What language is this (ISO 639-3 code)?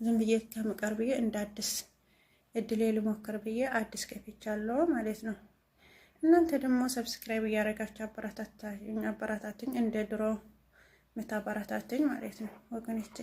amh